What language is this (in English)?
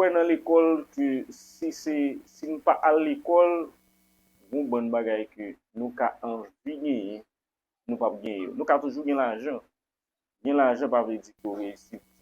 Haitian Creole